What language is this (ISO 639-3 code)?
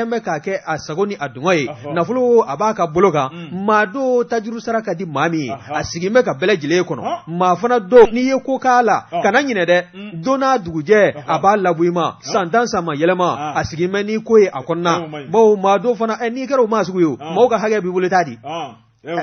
bam